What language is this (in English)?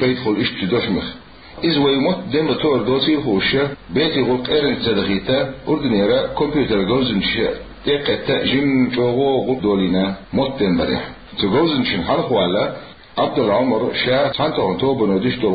Chechen